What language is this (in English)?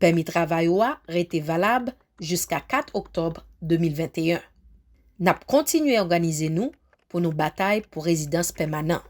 Haitian Creole